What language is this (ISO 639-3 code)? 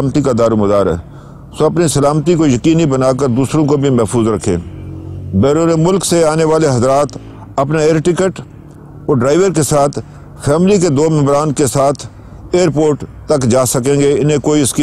urd